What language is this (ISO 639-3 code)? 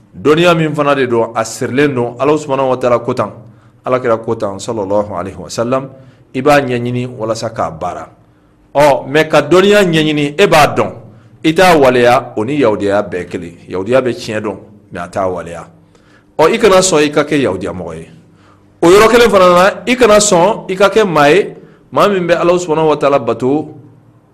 bam